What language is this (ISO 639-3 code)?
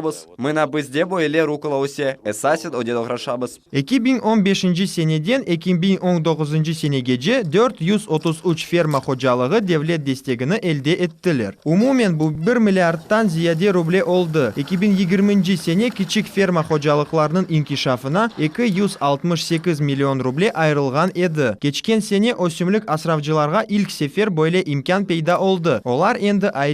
crh